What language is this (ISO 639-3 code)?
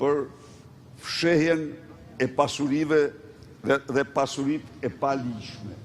sqi